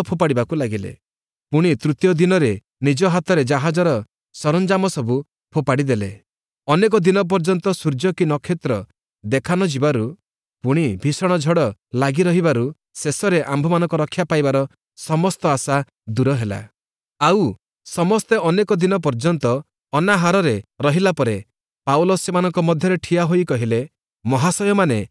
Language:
Odia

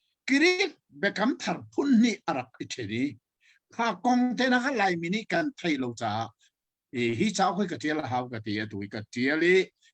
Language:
Hakha Chin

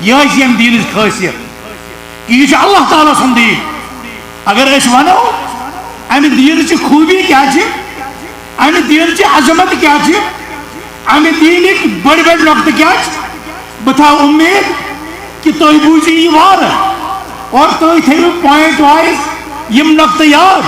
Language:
Kashmiri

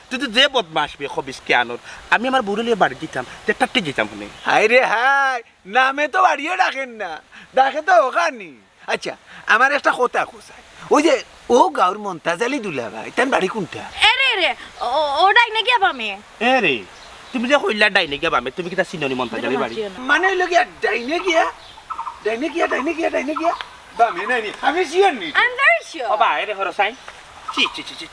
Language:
Sylheti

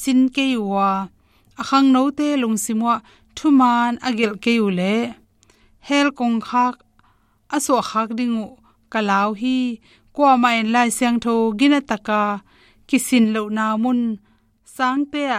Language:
Tedim Chin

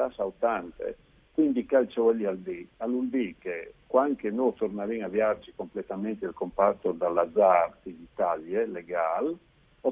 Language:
Friulian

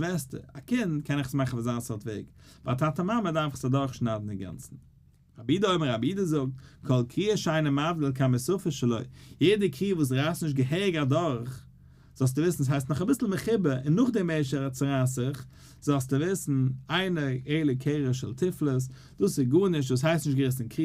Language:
Yiddish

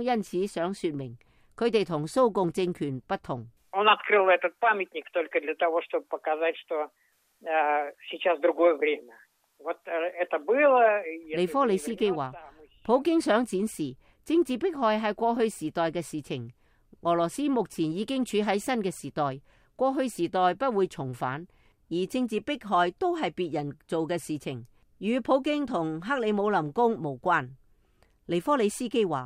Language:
Cantonese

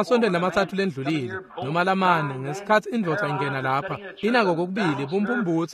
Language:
Swati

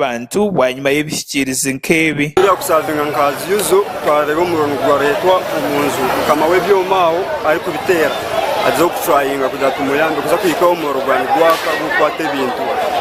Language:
Nyankole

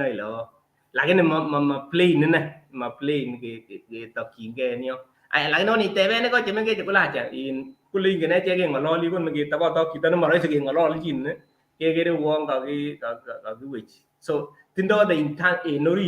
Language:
Kalenjin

